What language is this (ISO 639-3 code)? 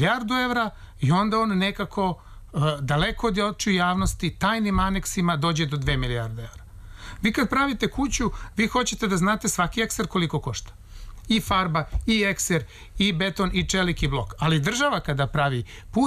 srp